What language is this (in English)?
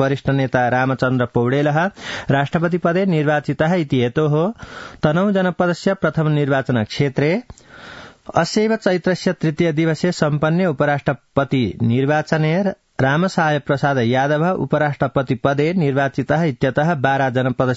Sanskrit